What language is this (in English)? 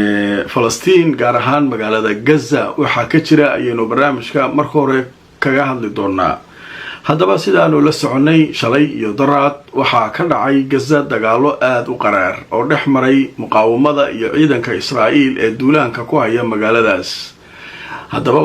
Somali